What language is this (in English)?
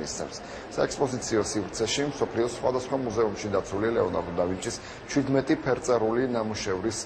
Georgian